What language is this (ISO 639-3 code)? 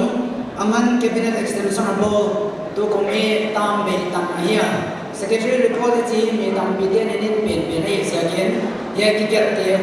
pck